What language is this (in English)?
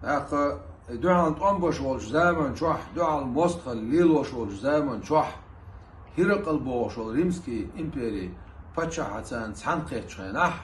Chechen